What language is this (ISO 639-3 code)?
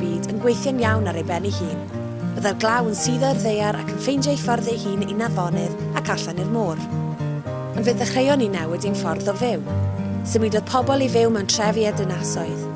cym